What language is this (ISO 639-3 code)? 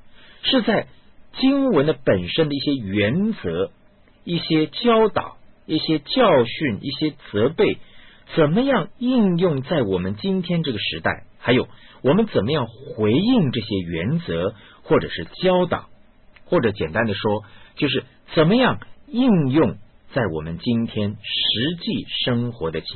zho